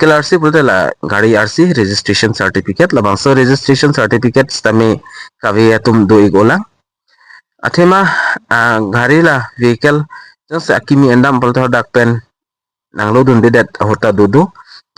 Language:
Karbi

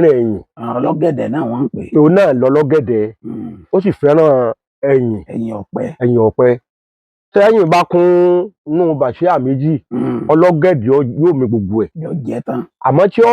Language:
Yoruba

